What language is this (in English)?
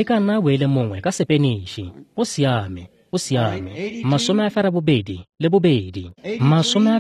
Tswana